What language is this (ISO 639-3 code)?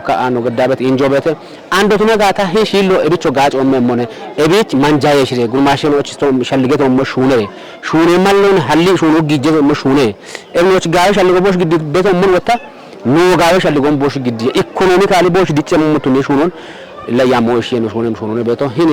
kbr